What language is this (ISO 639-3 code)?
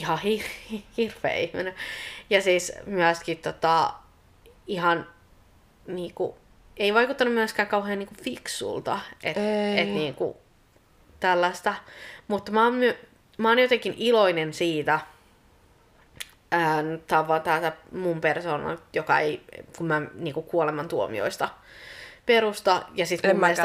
fin